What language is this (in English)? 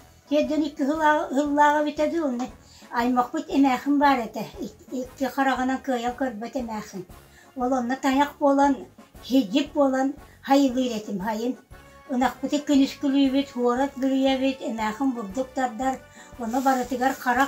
Yakut